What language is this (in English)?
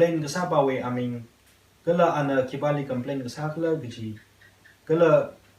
Tangkhul Naga (India)